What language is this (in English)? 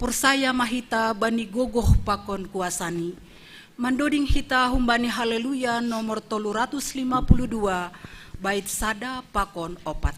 Batak Simalungun